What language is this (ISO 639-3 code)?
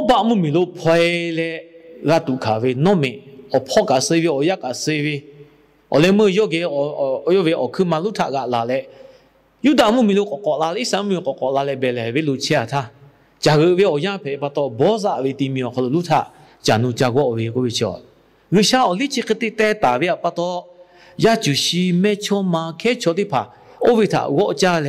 lhu